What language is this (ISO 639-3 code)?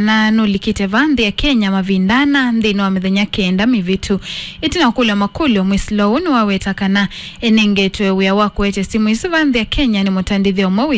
kam